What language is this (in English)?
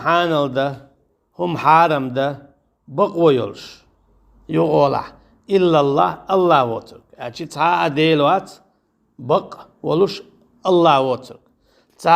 Chechen